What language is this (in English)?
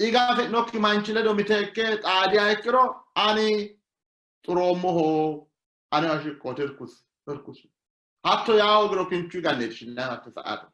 Sidamo